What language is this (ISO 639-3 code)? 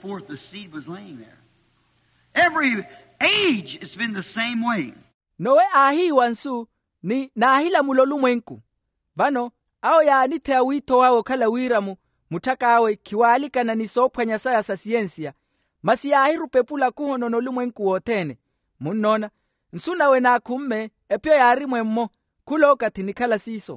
vmw